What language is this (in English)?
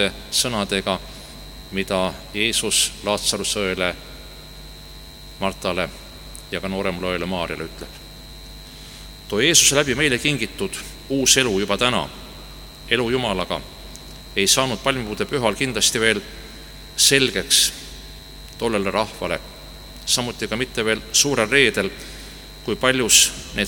Estonian